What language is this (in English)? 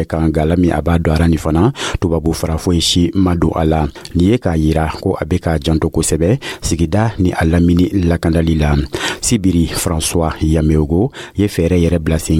Dyula